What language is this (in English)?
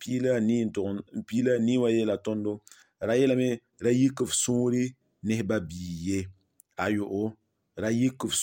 Mossi